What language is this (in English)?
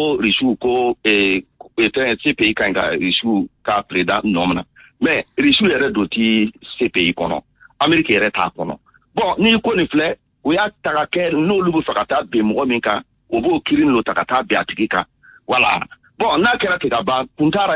Bambara